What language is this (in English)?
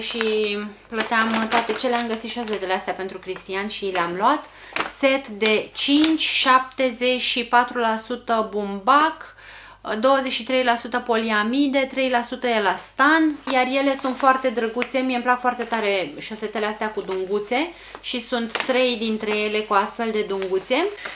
Romanian